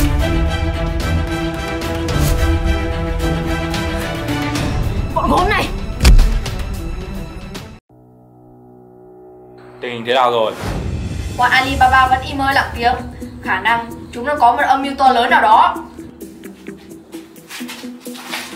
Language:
Vietnamese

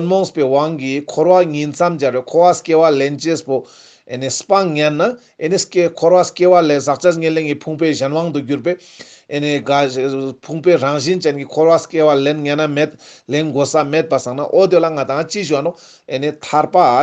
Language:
Ladakhi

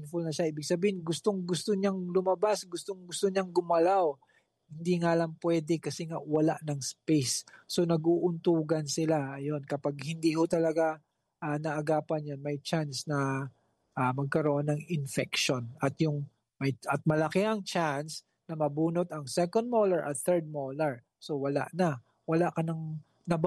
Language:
Filipino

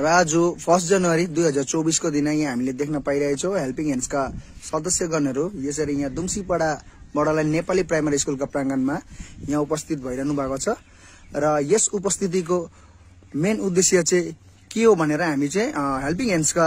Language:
Nepali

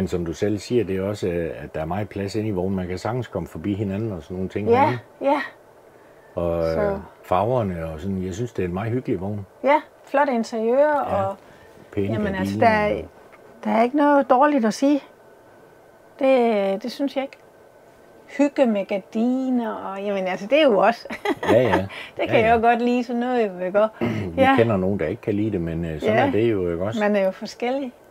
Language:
Danish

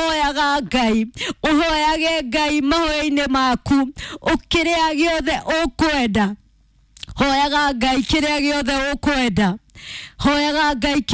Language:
Kikuyu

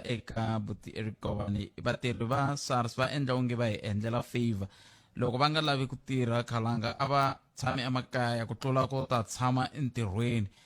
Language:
Tsonga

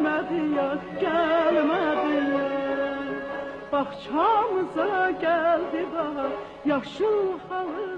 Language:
South Azerbaijani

